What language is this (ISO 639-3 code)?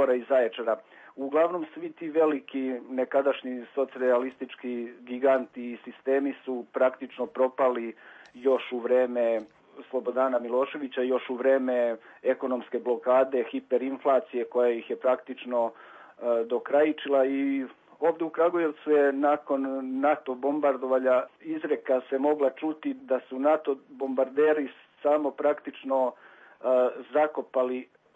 srp